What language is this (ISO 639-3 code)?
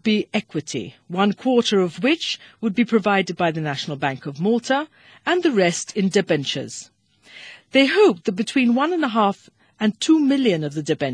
mlt